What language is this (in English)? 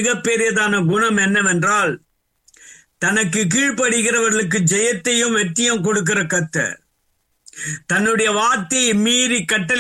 Tamil